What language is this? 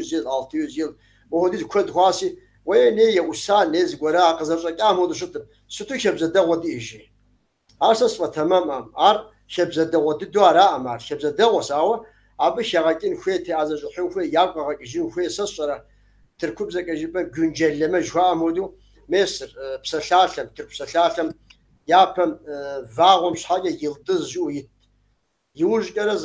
Kabardian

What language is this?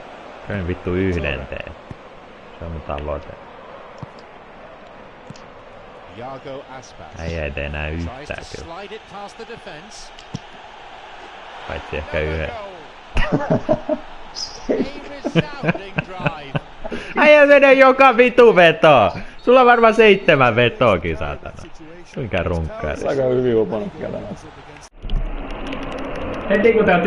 Finnish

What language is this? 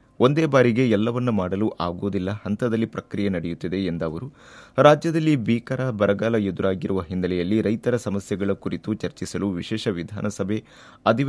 Kannada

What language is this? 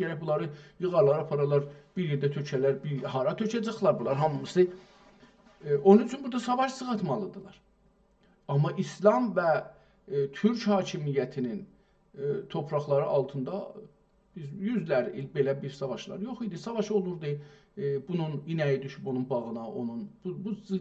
South Azerbaijani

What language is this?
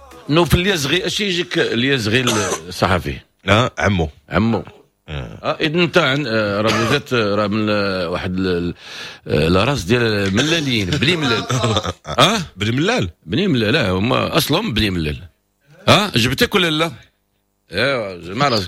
Moroccan Arabic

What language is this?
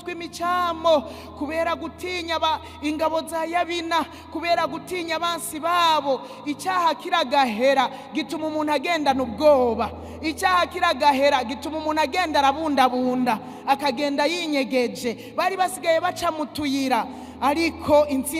Rundi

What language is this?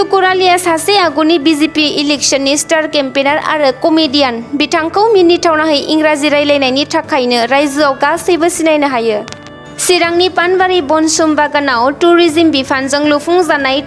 Bodo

